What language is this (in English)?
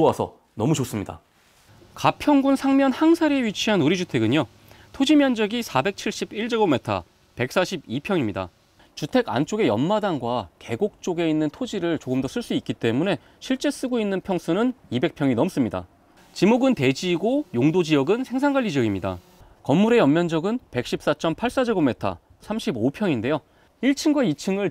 Korean